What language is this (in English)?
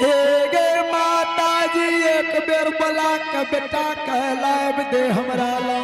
Angika